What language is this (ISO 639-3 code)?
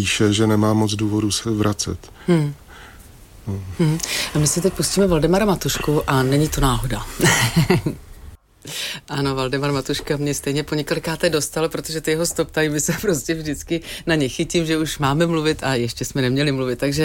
ces